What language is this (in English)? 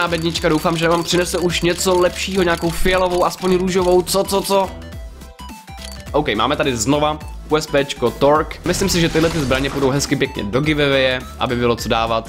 Czech